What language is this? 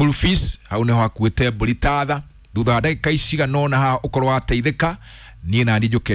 Kikuyu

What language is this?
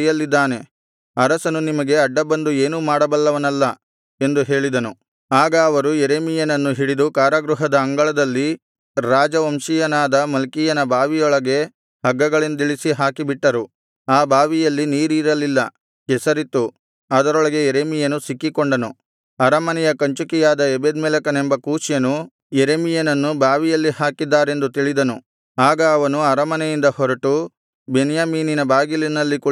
Kannada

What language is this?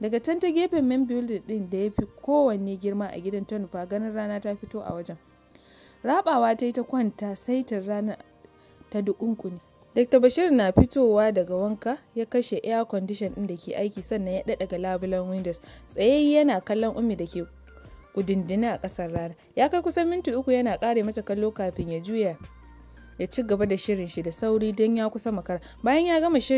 Hausa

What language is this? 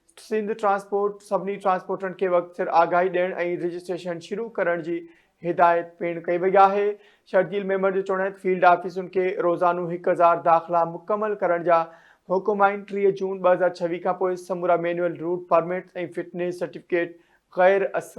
Sindhi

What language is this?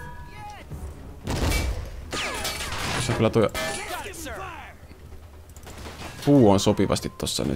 Finnish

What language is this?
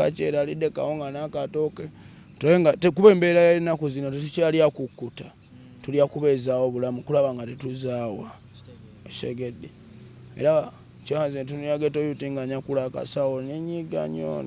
Ganda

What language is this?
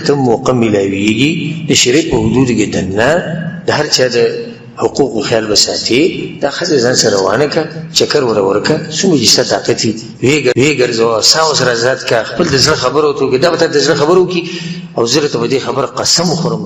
Pashto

